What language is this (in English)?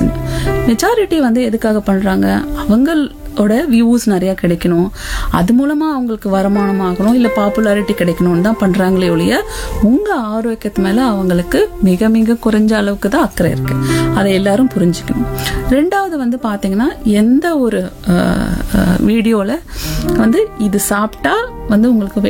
Tamil